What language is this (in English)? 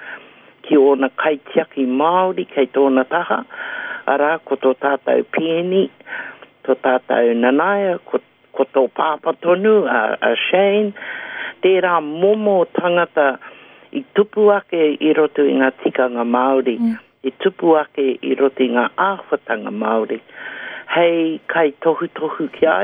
Māori